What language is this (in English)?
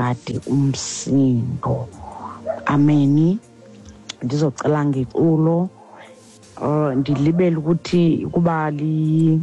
Xhosa